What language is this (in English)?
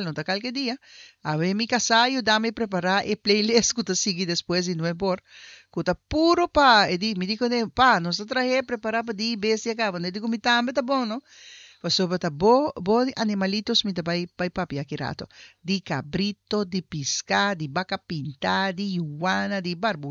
Papiamento